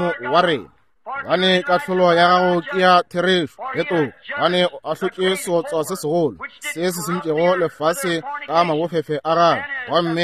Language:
Northern Sotho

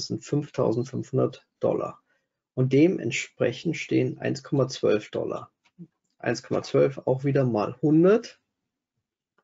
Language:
German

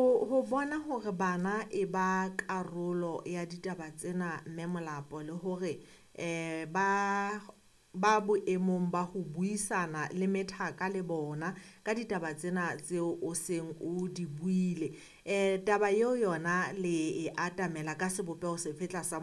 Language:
Southern Sotho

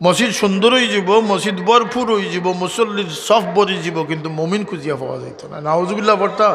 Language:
Sylheti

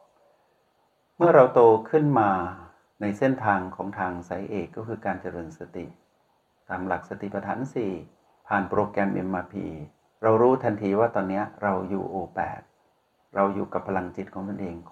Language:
Thai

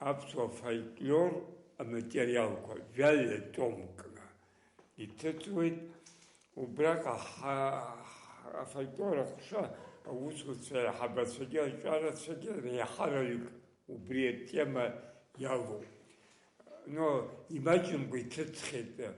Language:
Abkhazian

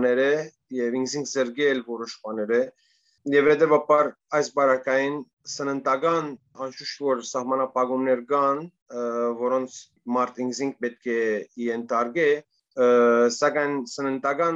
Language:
Western Armenian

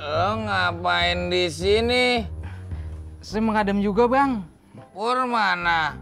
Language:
Betawi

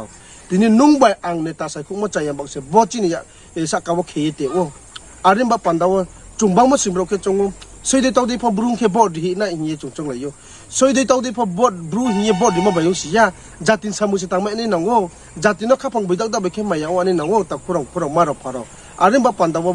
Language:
Riang (India)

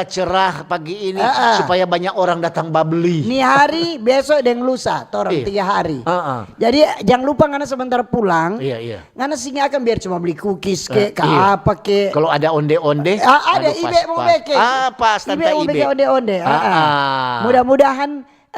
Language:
Manado Malay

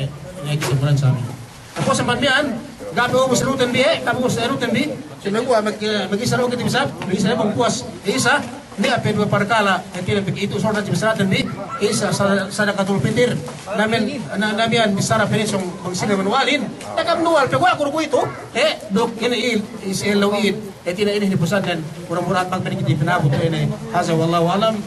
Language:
Yakan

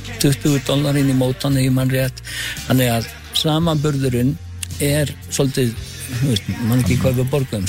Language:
Icelandic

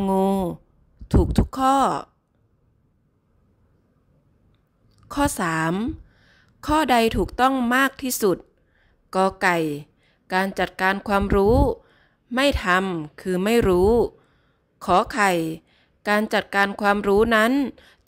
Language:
Thai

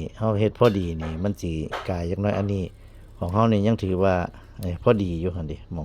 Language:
Lao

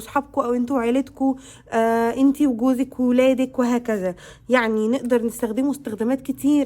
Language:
Egyptian Arabic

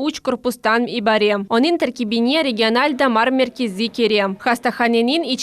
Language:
Crimean Tatar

